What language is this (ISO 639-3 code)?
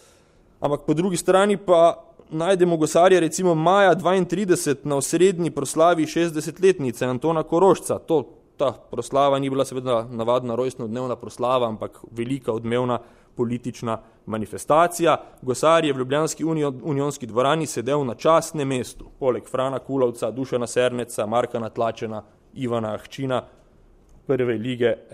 slv